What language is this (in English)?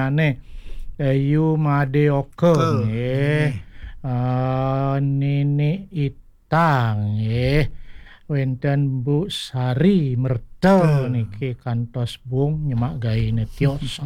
Balinese